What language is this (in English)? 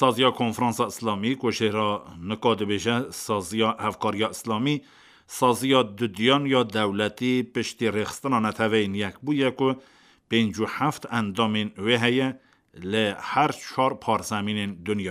Kurdish